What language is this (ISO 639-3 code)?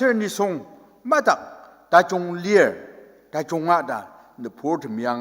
njo